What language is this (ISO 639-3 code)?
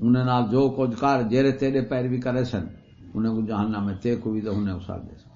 skr